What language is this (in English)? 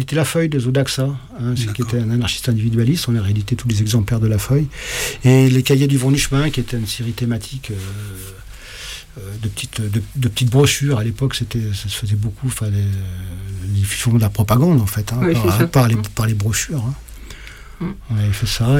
French